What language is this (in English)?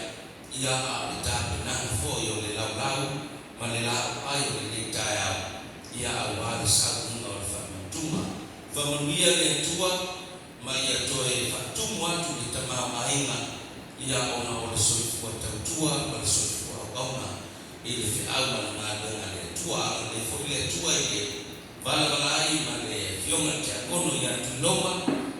Samoan